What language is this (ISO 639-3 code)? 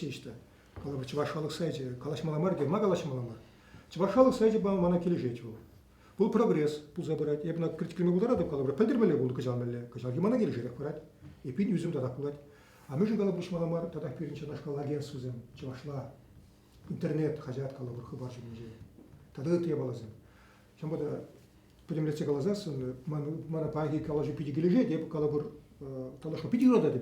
chv